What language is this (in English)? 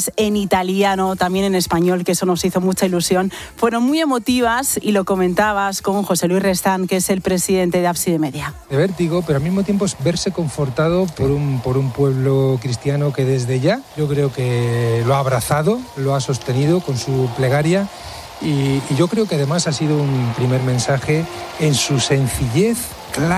Spanish